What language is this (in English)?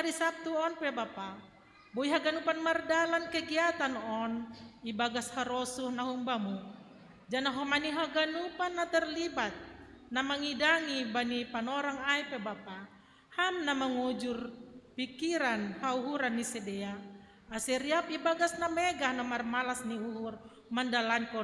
Batak Simalungun